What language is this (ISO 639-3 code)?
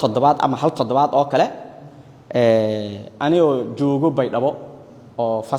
som